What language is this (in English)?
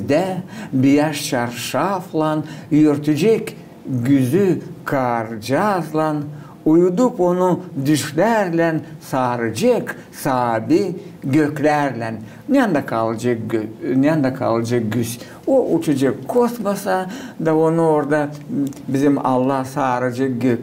Gagauz